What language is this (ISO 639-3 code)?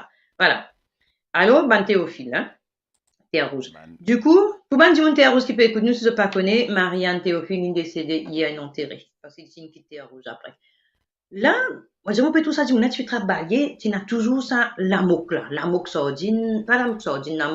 mfe